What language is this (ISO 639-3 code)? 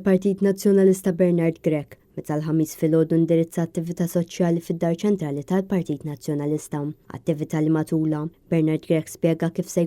mlt